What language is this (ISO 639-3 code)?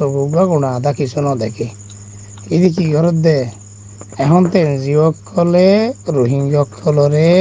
rhg